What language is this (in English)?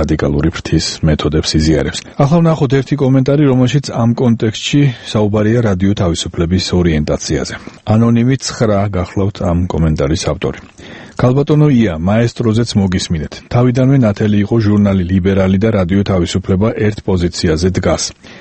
Georgian